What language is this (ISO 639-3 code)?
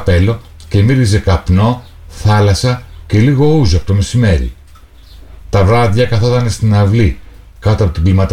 ell